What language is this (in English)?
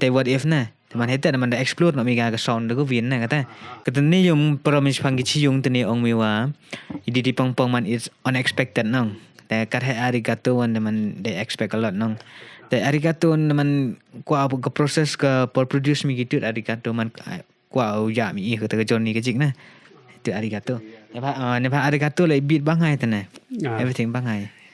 Khasi